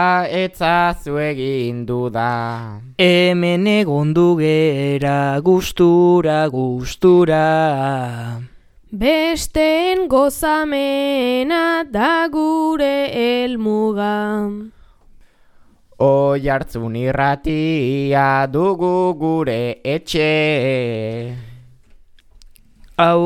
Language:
Basque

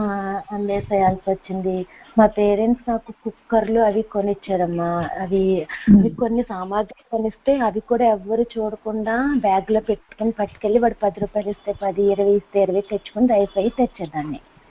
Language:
Telugu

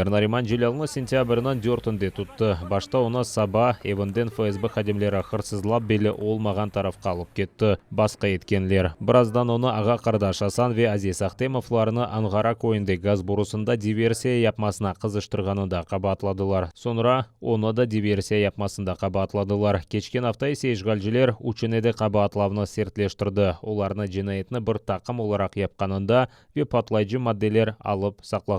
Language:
Crimean Tatar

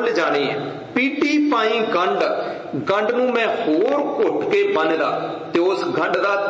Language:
Punjabi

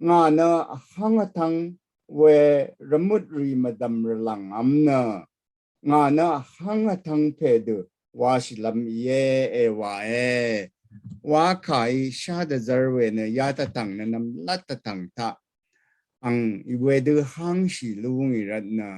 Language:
Rawang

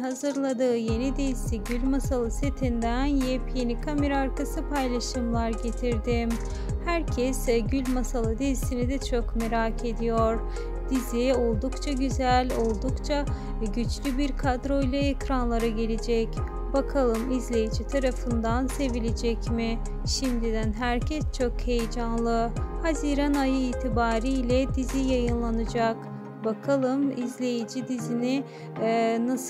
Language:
Turkish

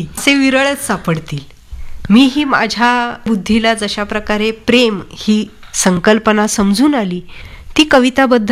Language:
Marathi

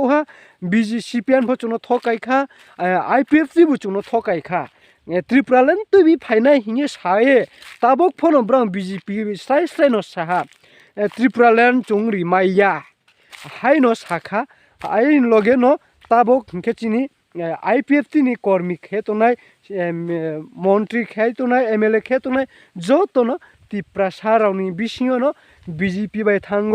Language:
Riang (India)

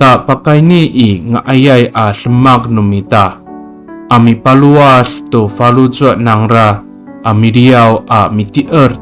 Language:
Amis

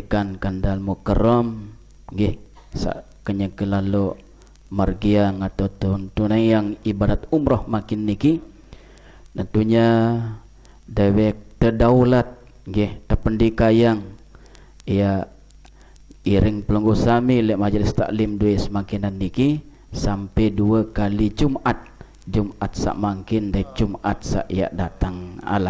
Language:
Sasak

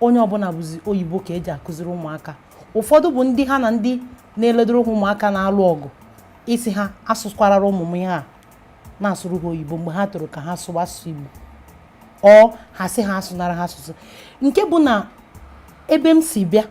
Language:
Igbo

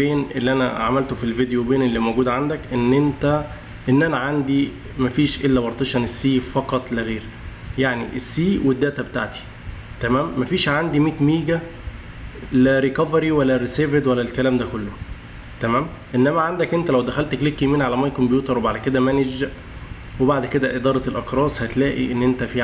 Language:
Egyptian Arabic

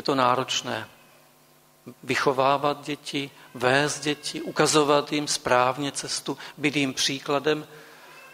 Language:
Czech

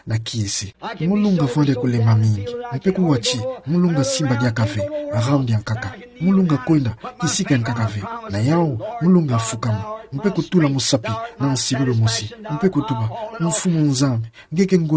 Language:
Kituba (Democratic Republic of Congo)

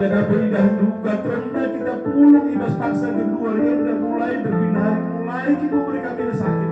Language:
Batak Karo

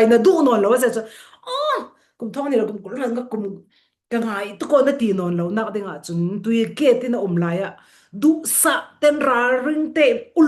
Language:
Falam Chin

